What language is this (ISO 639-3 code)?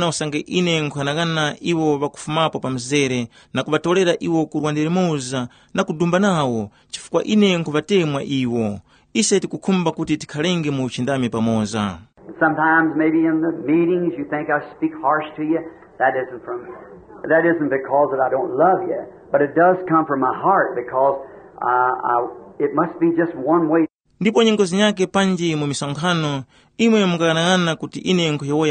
tum